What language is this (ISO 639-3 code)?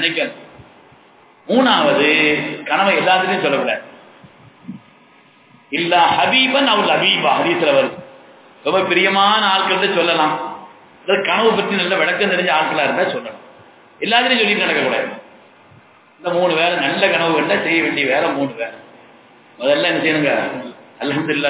tam